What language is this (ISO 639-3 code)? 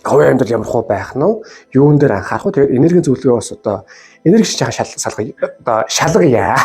mon